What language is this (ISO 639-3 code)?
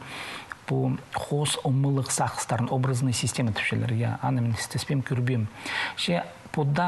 kjh